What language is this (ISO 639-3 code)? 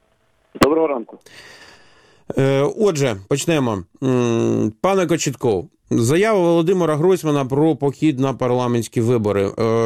ukr